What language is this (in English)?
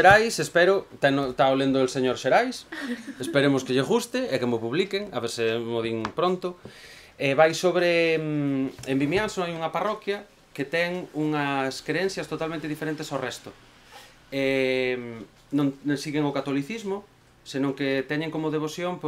Galician